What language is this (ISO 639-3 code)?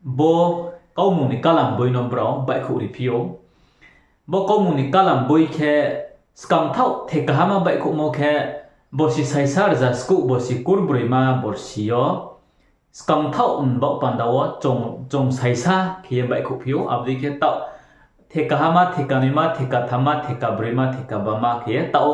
ria